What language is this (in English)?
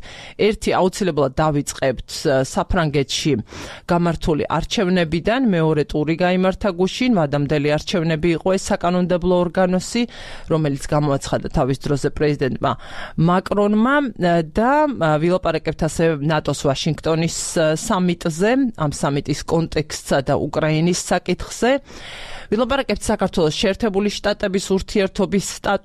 Georgian